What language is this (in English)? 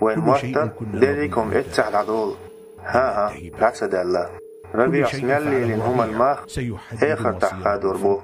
Chechen